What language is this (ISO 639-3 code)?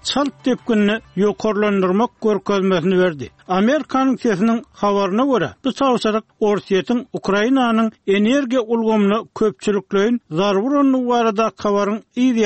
tuk